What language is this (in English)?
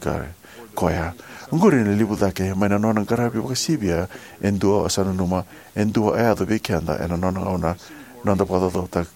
Fijian